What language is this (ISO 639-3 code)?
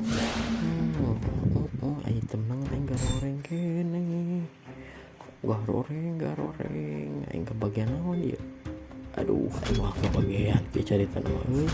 sun